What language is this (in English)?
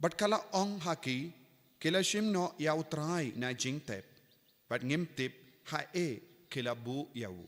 Khasi